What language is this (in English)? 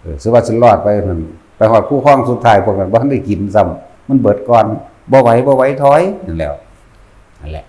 Northeastern Thai